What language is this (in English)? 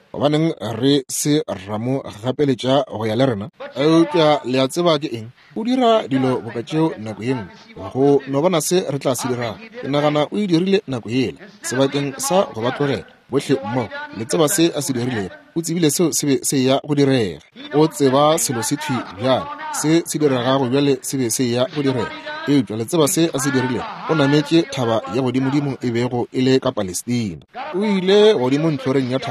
Northern Sotho